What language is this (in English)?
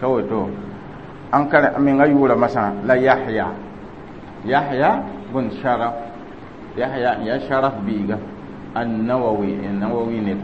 Mossi